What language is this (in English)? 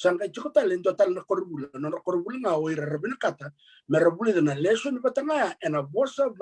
Fijian